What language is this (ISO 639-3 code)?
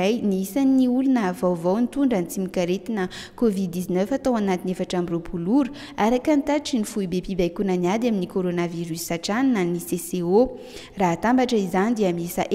mlg